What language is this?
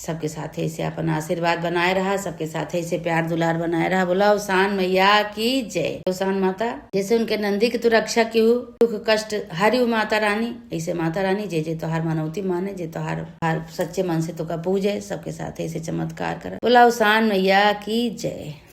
Awadhi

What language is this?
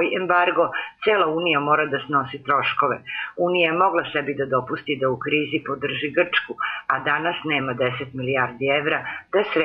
Serbian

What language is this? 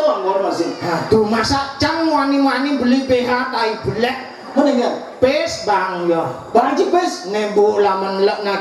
Balinese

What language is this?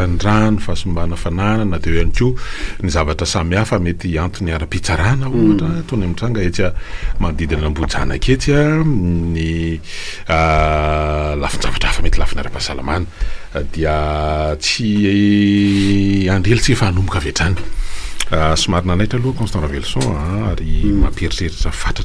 Malagasy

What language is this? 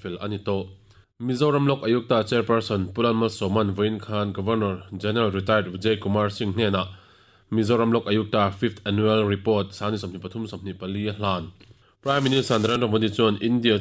Mizo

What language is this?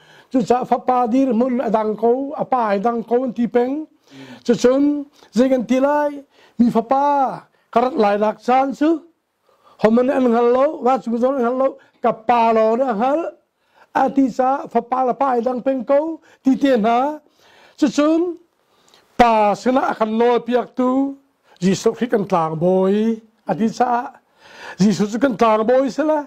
Hakha Chin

